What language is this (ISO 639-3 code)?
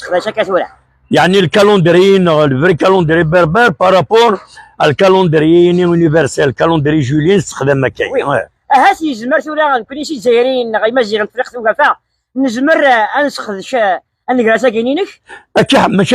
kab